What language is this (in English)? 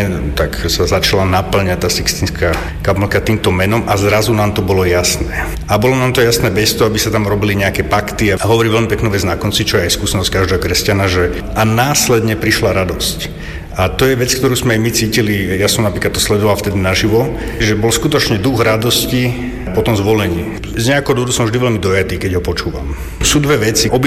Slovak